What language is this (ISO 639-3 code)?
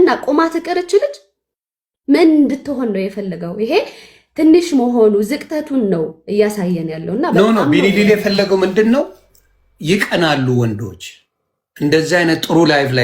amh